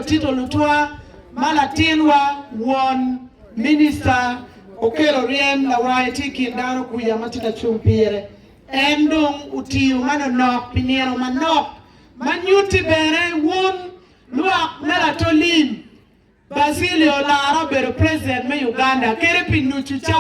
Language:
Acoli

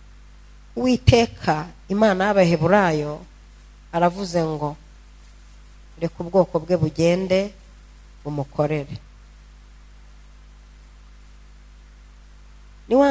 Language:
Kinyarwanda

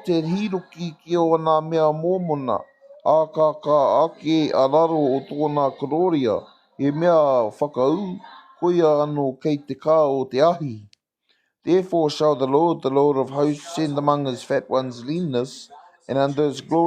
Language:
Māori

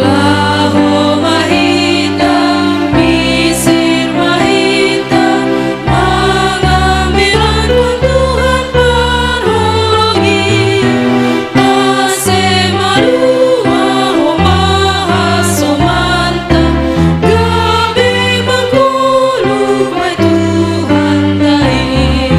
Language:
Batak Simalungun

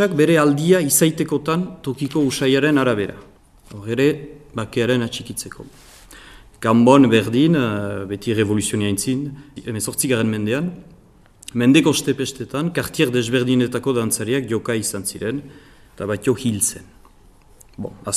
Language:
Basque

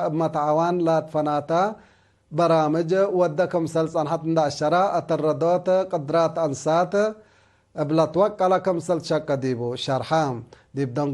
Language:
Tigre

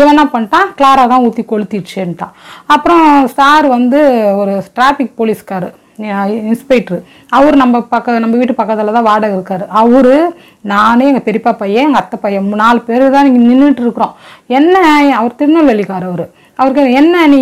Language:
Tamil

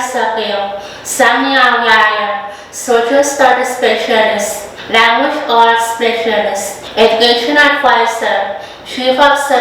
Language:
Pohnpeian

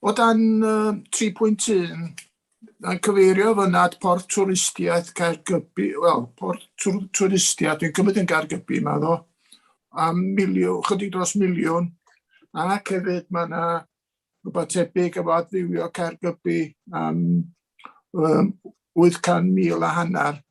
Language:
Welsh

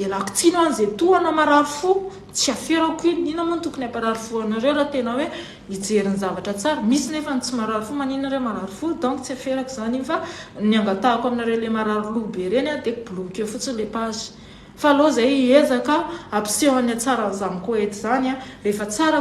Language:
Malagasy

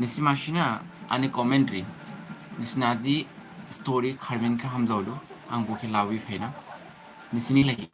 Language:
Dimasa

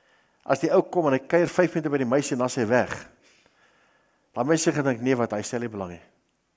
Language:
Afrikaans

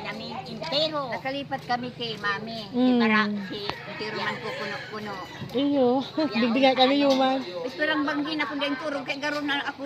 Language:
Bikol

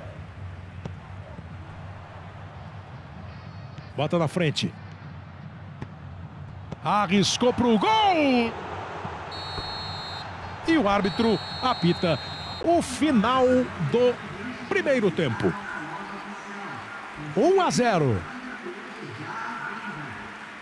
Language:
Portuguese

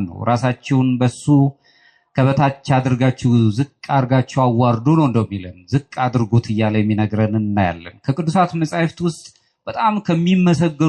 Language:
Amharic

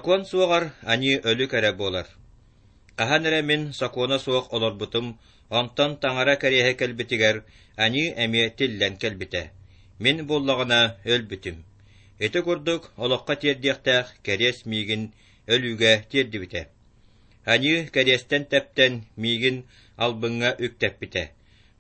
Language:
Yakut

